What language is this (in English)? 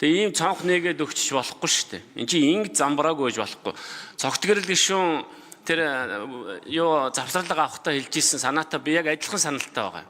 Mongolian